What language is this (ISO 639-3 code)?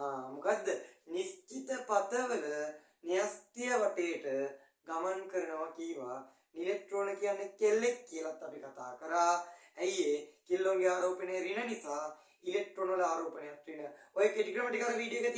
sin